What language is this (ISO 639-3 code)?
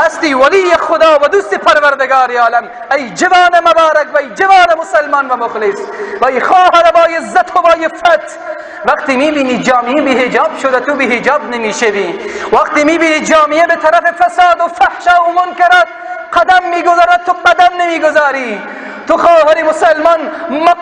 fas